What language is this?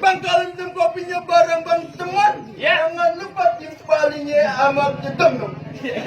Betawi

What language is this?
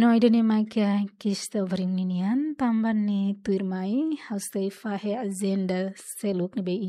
Tetum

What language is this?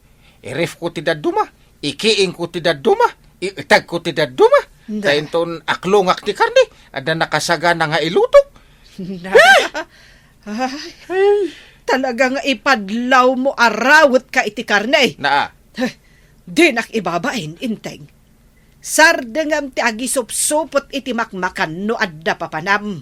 Iloko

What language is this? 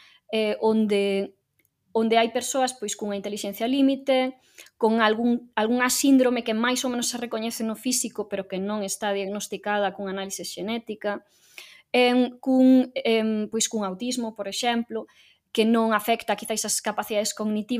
Galician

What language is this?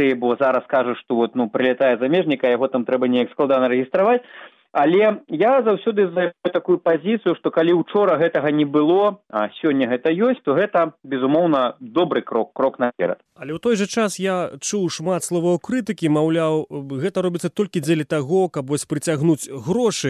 Belarusian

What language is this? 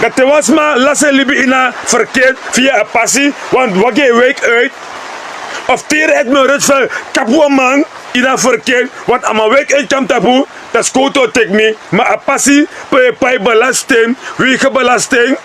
Sranan Tongo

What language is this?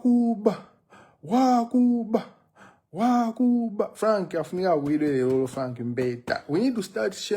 Nyanja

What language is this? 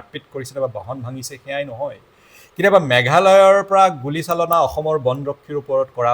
Assamese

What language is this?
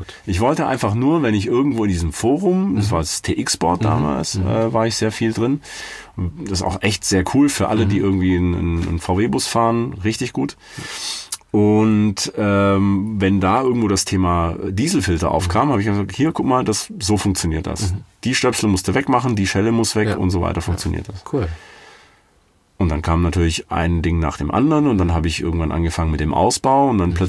German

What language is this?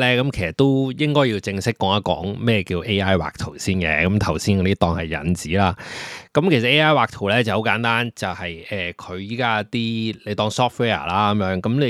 Cantonese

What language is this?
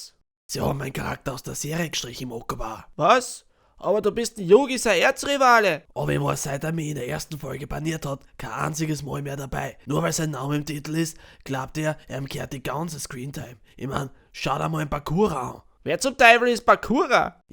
Bavarian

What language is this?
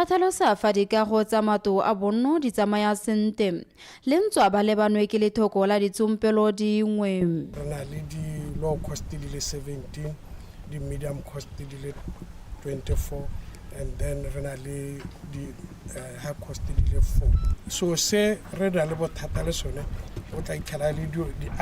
Tswana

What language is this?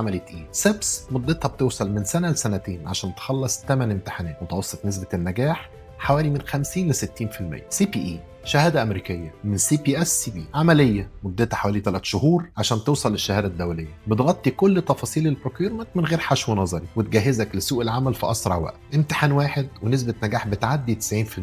Egyptian Arabic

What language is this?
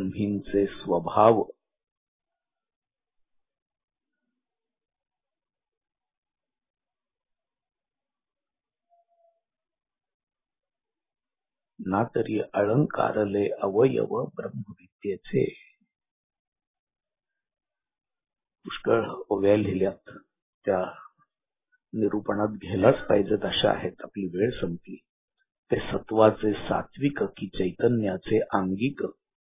Marathi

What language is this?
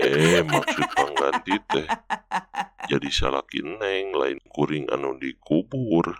Sundanese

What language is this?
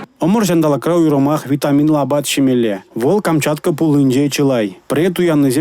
Chuvash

